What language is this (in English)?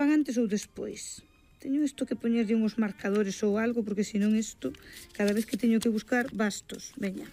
Galician